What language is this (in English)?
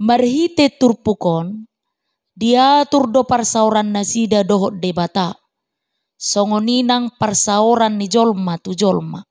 Batak Toba